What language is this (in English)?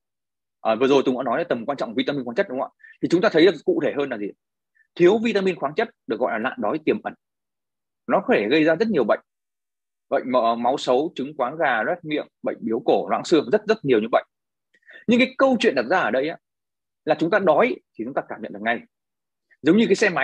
Vietnamese